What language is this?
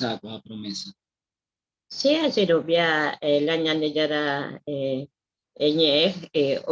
Guarani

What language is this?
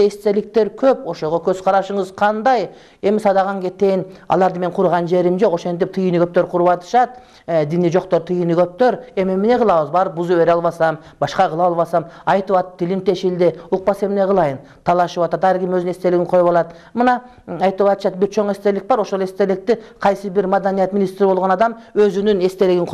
Kyrgyz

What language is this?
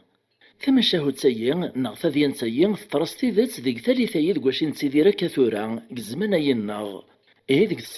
Kabyle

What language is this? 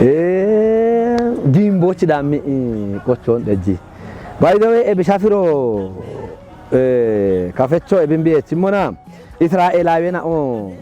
Kafa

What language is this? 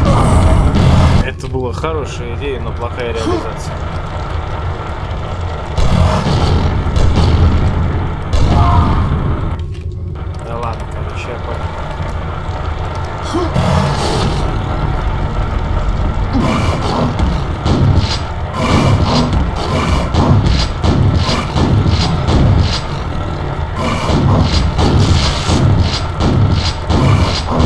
Russian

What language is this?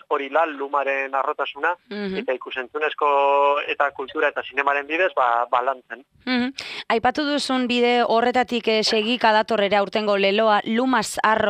Basque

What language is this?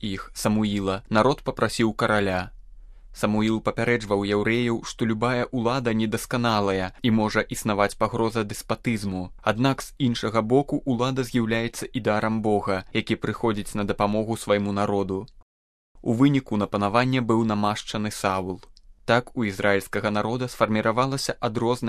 Belarusian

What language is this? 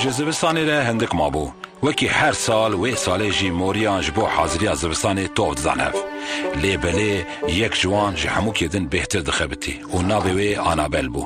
Kurdish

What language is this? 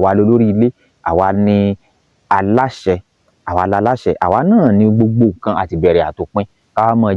Yoruba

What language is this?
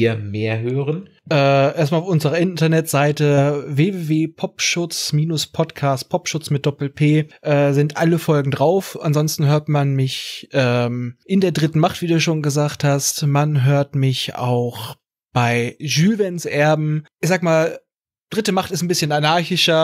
German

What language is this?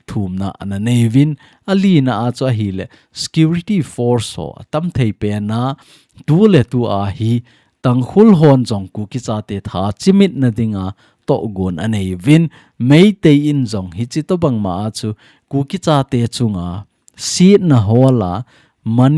Thado Chin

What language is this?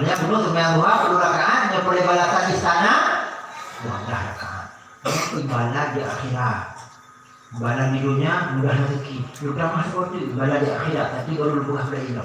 Achinese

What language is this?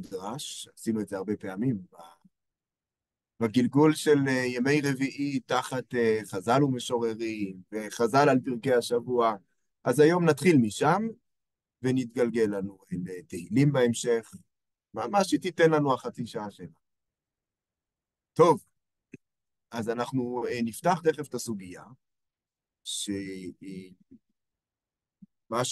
Hebrew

